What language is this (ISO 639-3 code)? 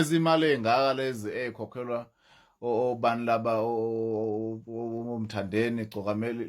zul